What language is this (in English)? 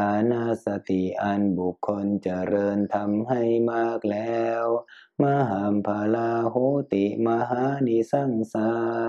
Thai